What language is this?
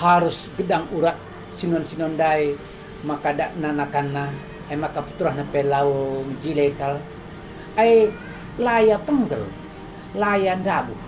Batak Karo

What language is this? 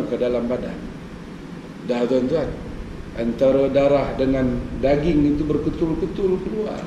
Malay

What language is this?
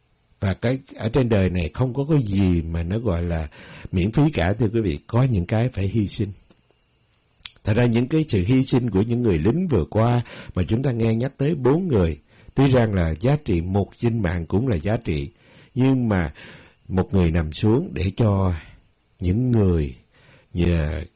Vietnamese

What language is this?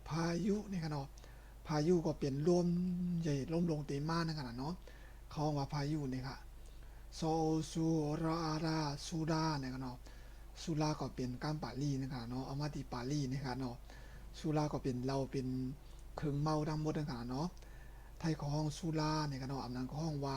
Shan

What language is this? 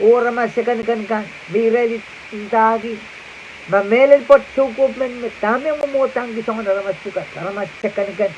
Pohnpeian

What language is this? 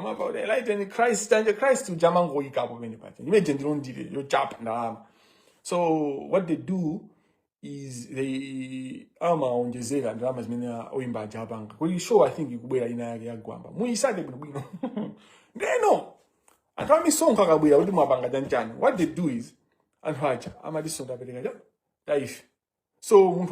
Nyanja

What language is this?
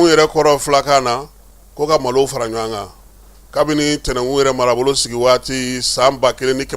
Bambara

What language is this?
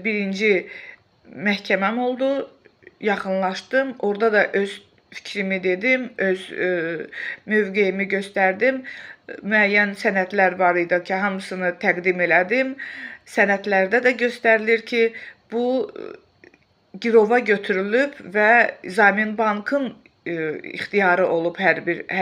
Azerbaijani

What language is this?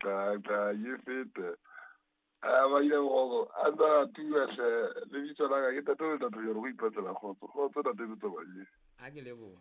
Southern Sotho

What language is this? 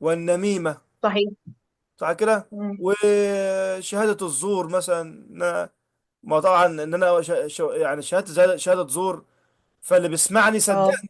Egyptian Arabic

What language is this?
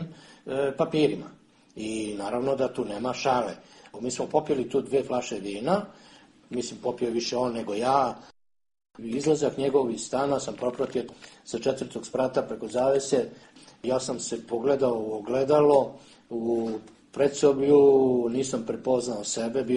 Serbian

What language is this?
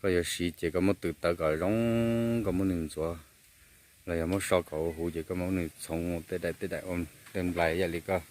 Hmong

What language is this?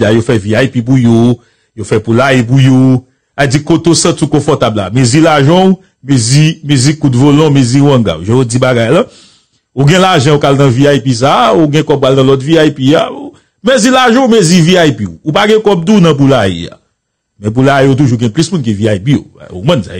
Haitian Creole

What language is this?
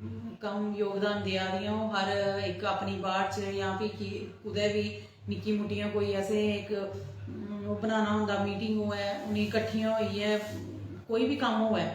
Dogri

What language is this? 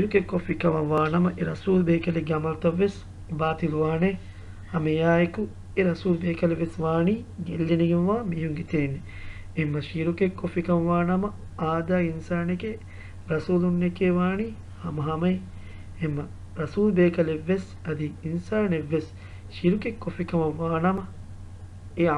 Divehi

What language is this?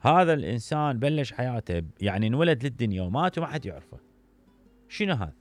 Mesopotamian Arabic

